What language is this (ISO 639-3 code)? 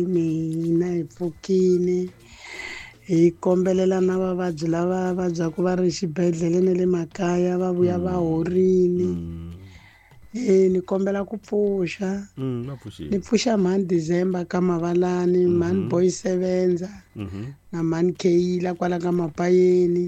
tso